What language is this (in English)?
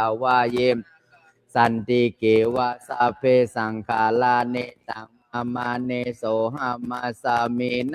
Pali